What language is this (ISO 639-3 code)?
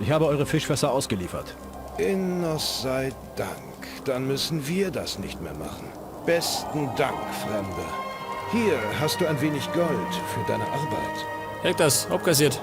bar